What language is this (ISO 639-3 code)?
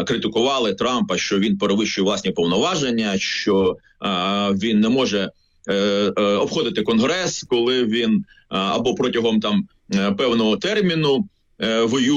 ukr